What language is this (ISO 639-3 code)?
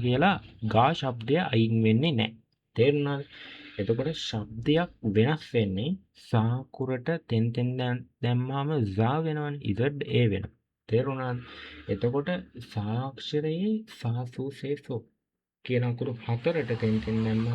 sin